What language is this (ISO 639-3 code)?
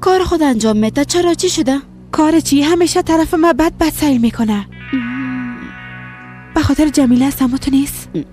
fas